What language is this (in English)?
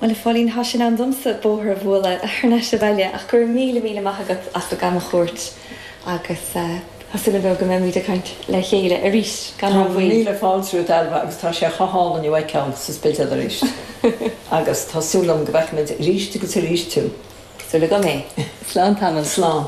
Irish